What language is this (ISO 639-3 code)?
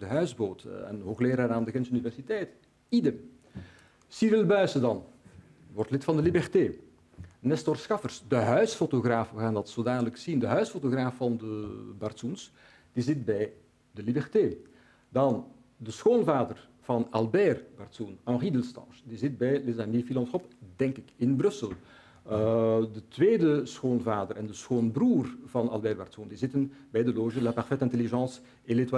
nld